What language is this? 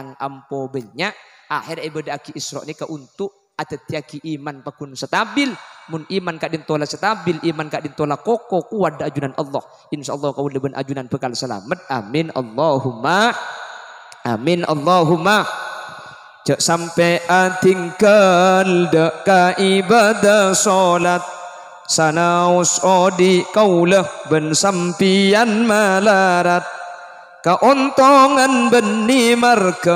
Madurese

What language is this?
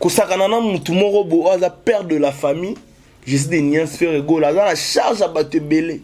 Lingala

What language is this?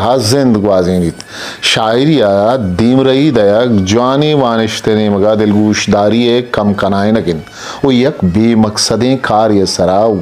Eastern Balochi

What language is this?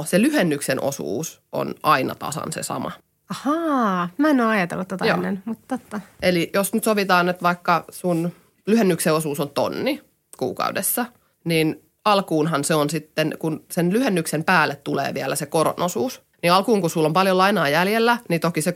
Finnish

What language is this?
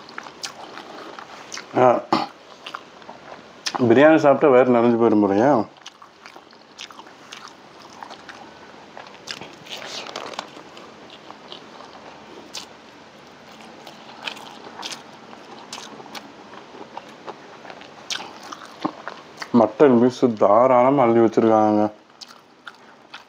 Tamil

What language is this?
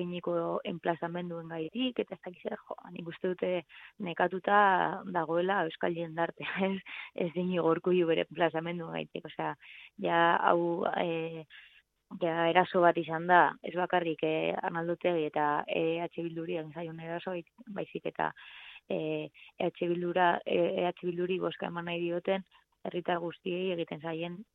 Basque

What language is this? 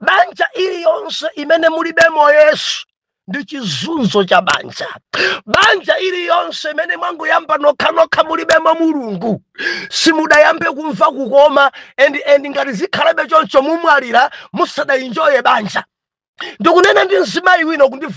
Nyanja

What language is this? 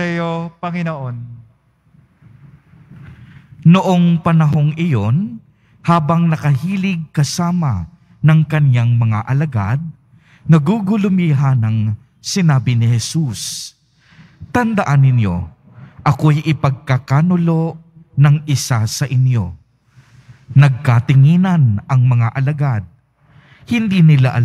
Filipino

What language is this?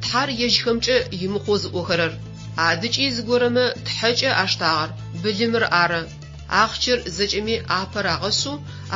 Adyghe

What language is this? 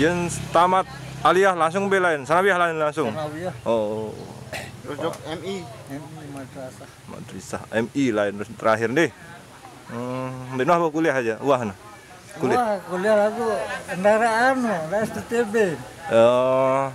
Sasak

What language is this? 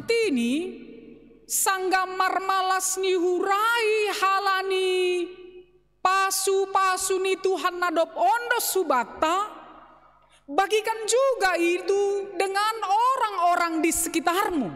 Batak Simalungun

